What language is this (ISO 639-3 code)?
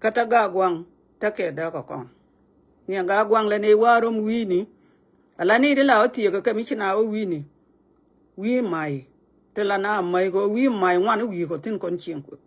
nus